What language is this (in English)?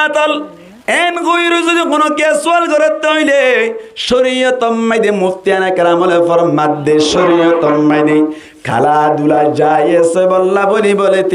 Rohingya